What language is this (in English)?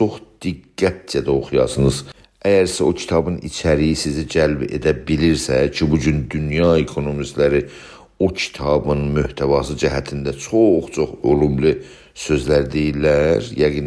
South Azerbaijani